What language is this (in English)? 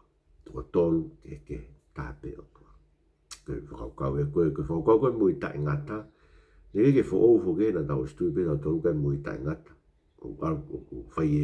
Tongan